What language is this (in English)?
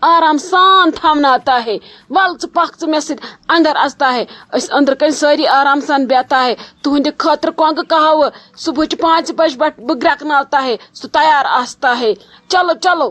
Kashmiri